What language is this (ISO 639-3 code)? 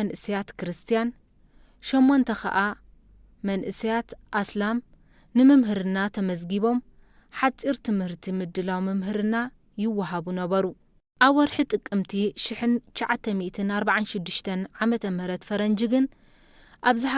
tir